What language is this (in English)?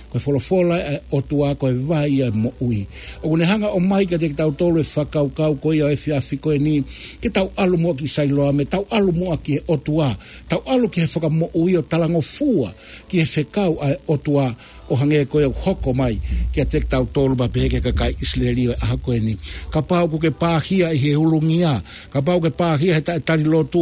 Tongan